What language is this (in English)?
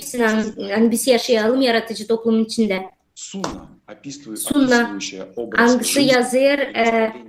Gagauz